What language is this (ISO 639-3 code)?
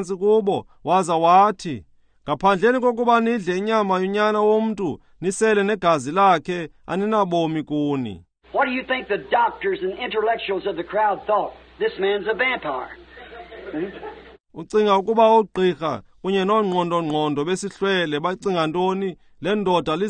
xho